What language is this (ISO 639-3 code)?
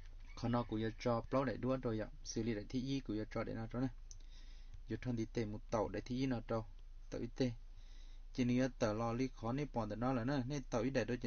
hmn